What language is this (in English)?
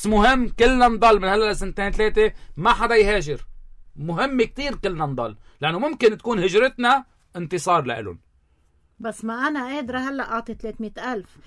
North Levantine Arabic